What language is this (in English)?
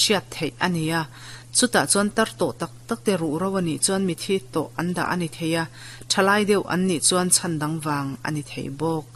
Mizo